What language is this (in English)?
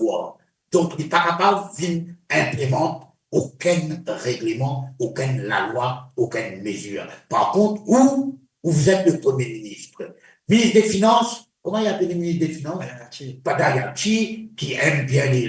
Morisyen